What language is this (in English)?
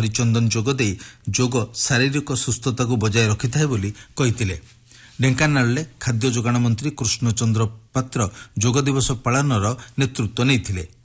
Odia